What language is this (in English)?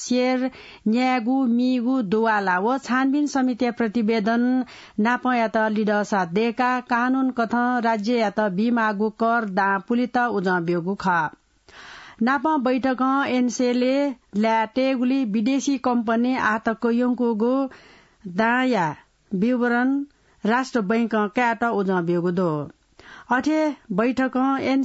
Newari